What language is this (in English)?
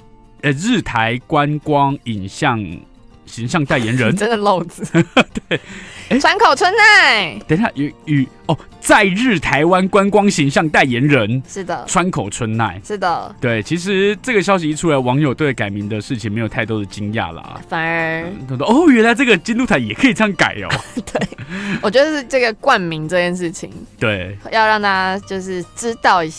Chinese